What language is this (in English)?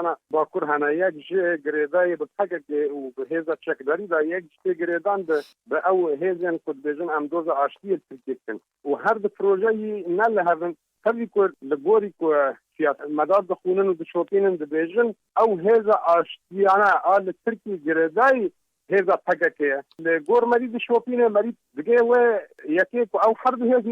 Kurdish